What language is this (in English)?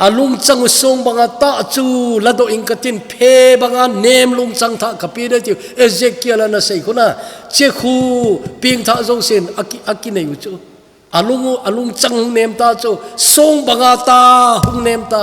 Thado Chin